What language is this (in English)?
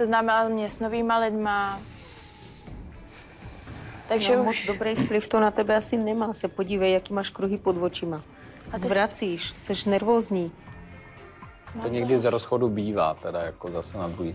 Czech